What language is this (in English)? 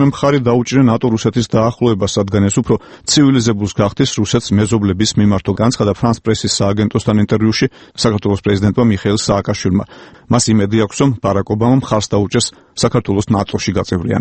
Georgian